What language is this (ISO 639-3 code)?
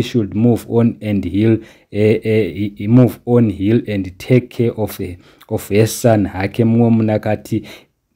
sna